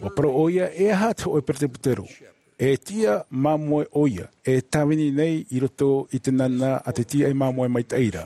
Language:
Tahitian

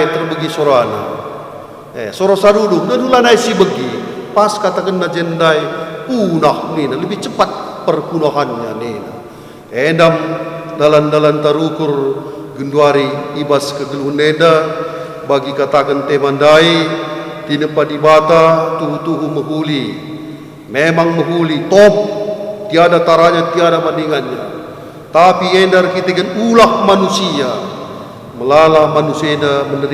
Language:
Batak Karo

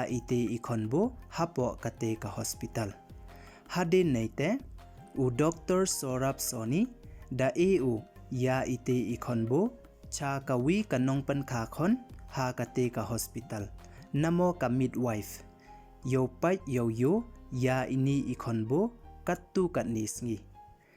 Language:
Pnar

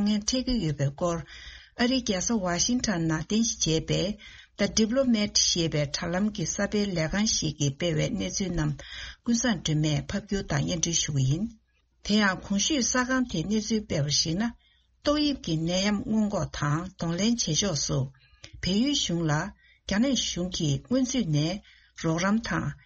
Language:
Tibetan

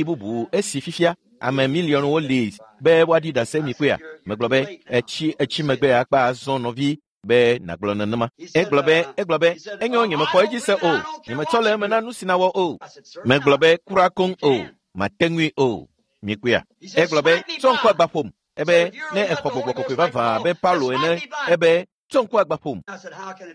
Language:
Ewe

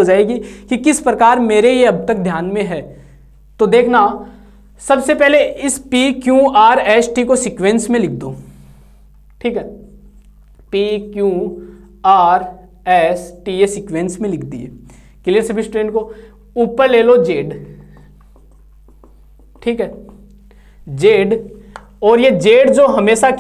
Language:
Hindi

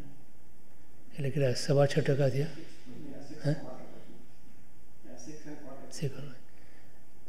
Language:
Gujarati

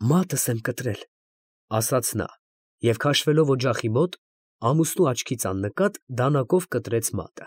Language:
Armenian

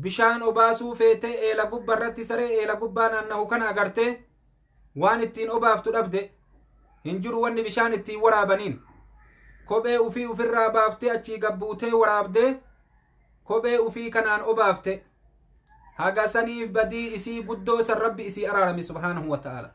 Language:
Oromo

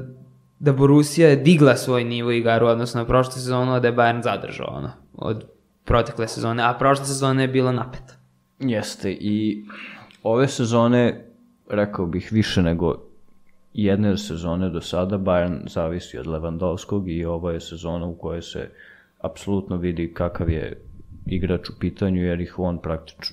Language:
Serbian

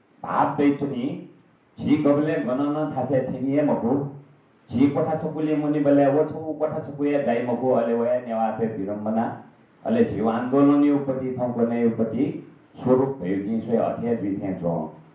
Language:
Newari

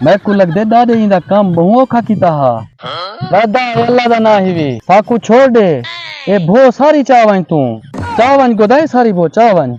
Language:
Saraiki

